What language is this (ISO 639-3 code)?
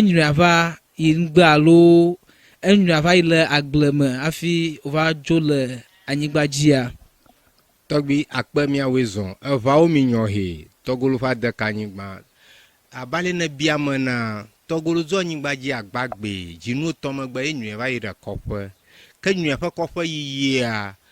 ewe